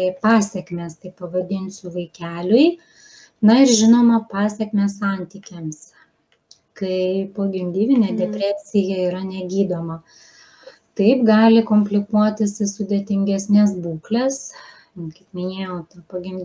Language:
Lithuanian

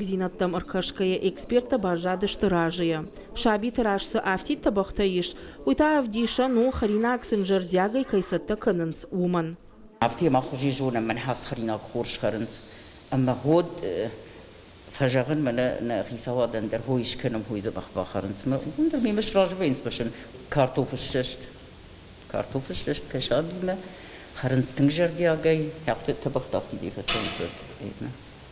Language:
Ossetic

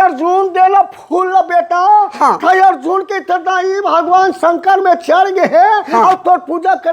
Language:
Chhattisgarhi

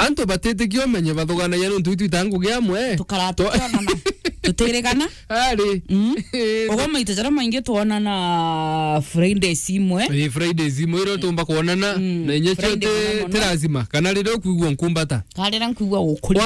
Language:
Meru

